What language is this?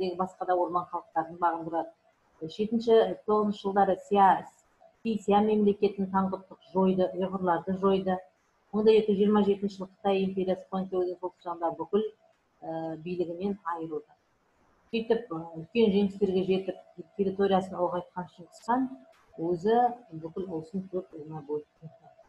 Kazakh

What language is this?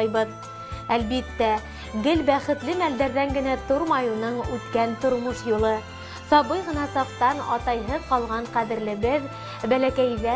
Bashkir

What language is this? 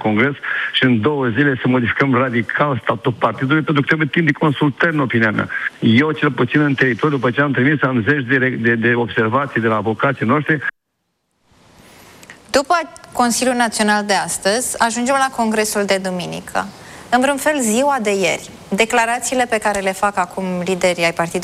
Romanian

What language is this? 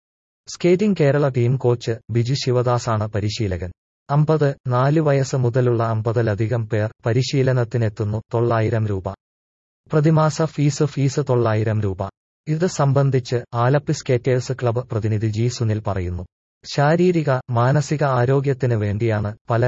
Malayalam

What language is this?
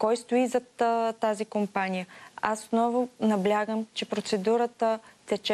Bulgarian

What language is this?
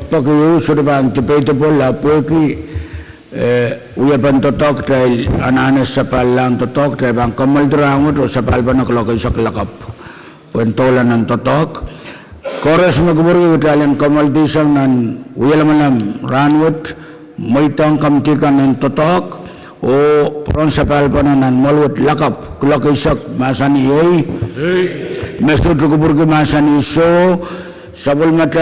Pohnpeian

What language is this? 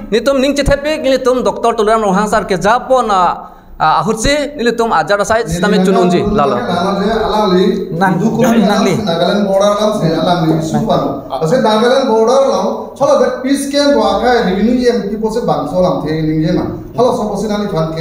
Karbi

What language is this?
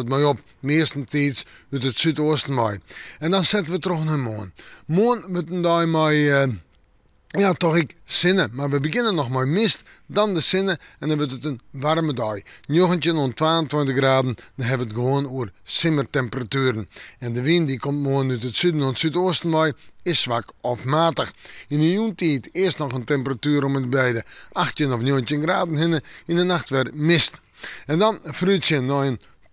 Western Frisian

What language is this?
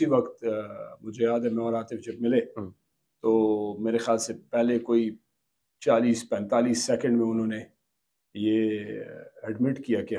Urdu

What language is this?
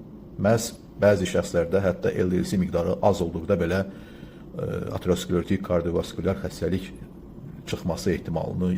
Azerbaijani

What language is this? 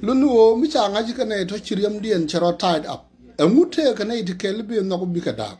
Nuer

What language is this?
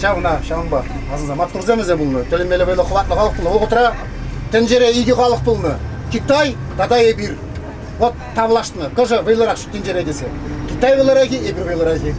Chuvash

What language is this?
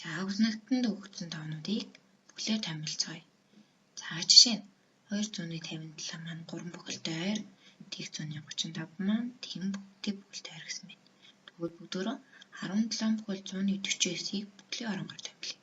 Mongolian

